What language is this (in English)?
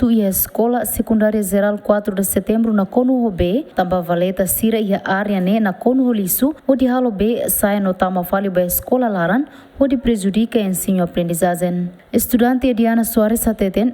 Tetum